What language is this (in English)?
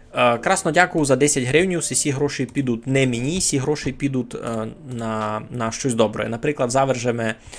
Rusyn